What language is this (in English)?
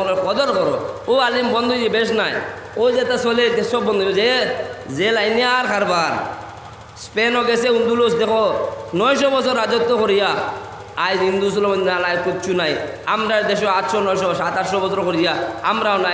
Sylheti